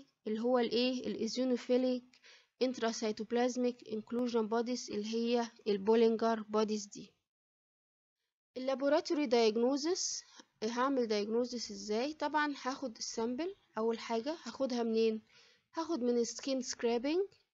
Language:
Egyptian Arabic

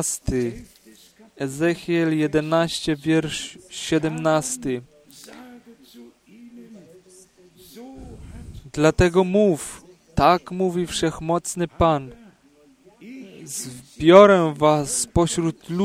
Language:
Polish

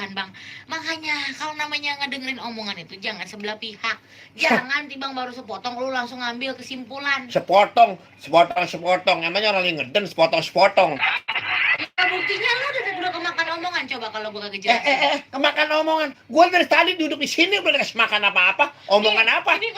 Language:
Betawi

